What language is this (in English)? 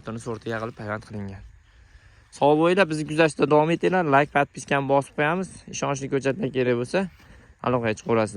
Uzbek